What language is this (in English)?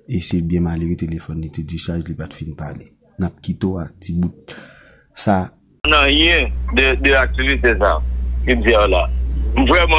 Haitian Creole